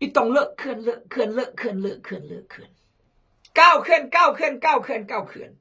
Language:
Khmu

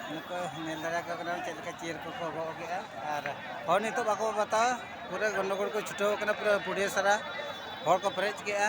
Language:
Santali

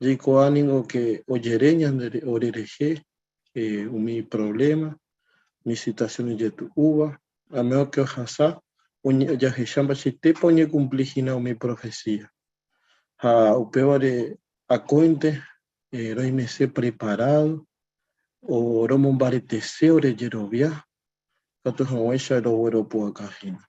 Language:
Guarani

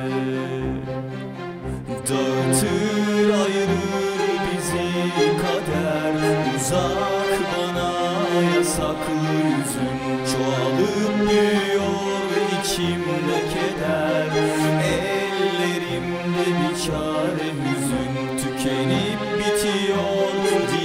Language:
Turkish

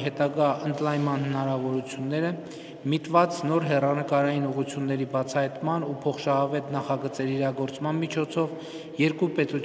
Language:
Armenian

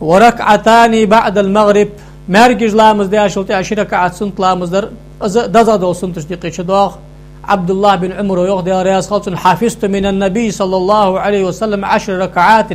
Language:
Ingush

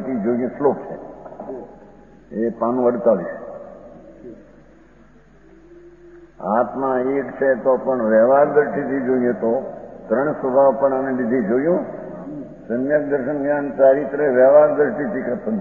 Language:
Gujarati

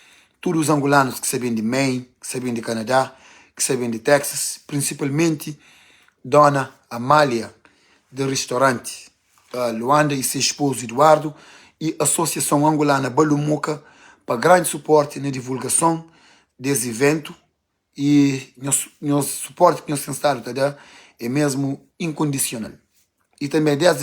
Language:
Kabuverdianu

